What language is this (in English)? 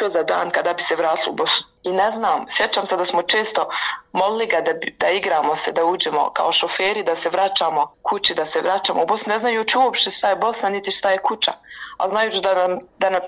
Bosnian